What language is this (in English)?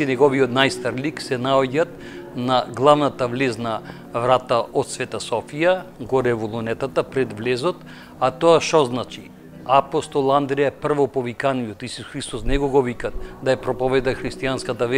Macedonian